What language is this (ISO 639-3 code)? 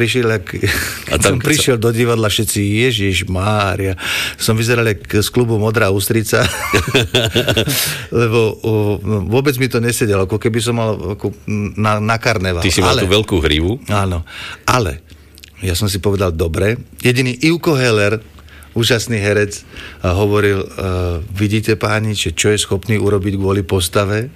slk